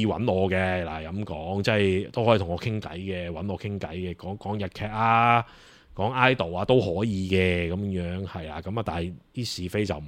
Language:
Cantonese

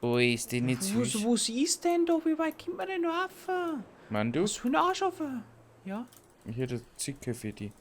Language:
Bavarian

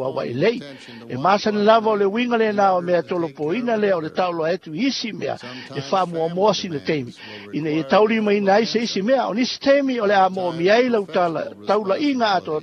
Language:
Samoan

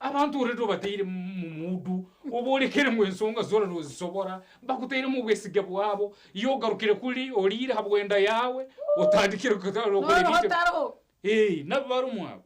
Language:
Nyankole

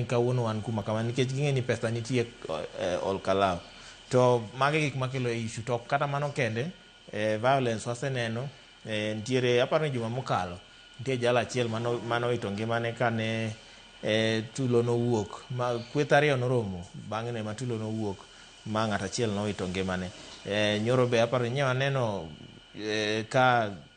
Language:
Luo (Kenya and Tanzania)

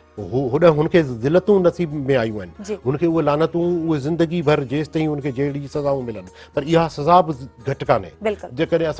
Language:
Sindhi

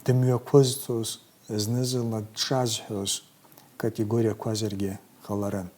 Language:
Abkhazian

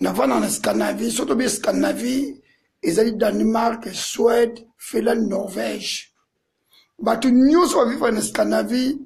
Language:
Lingala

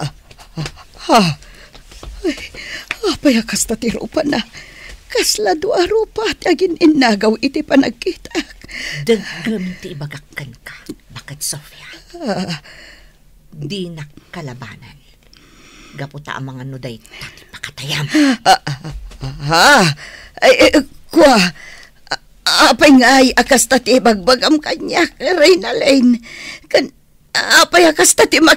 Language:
Iloko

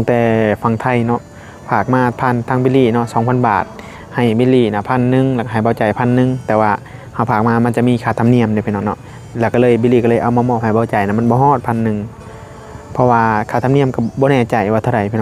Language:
Northeastern Thai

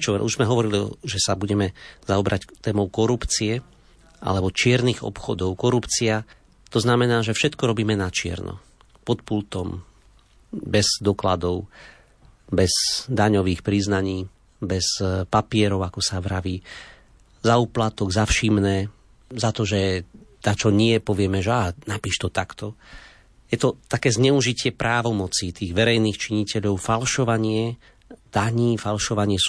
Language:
Slovak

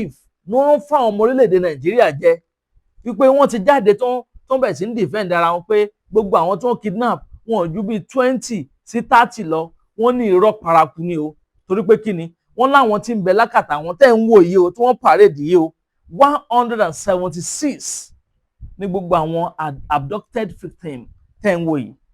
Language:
Yoruba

